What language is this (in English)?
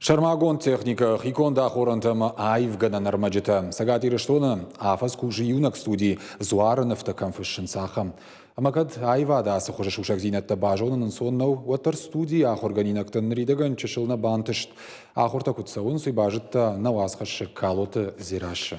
Ossetic